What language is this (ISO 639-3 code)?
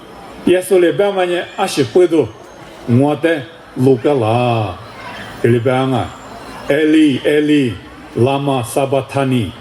lis